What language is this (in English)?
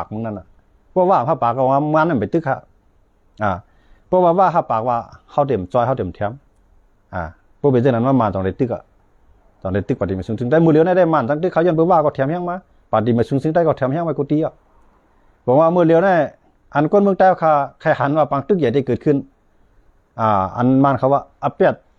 Shan